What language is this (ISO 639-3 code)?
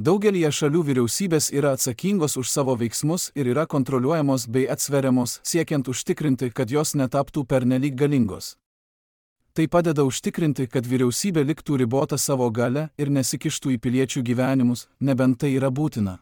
lit